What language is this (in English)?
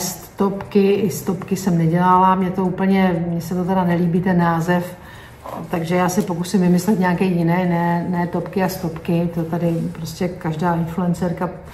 Czech